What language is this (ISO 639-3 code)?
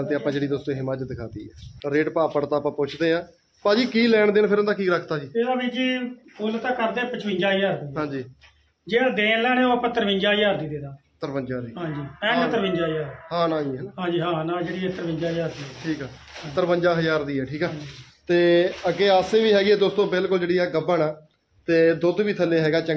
pan